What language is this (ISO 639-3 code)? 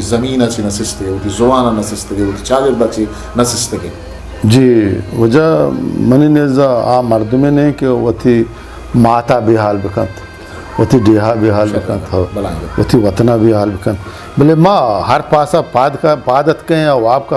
bgp